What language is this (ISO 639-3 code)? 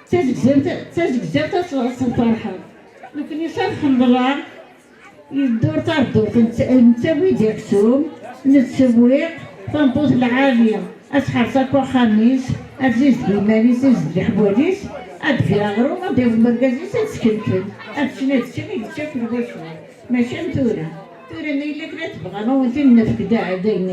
kab